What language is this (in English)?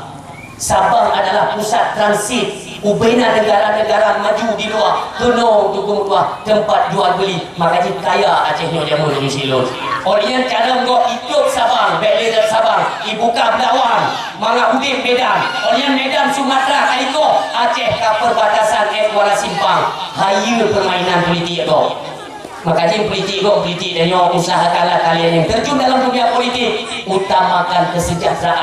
Achinese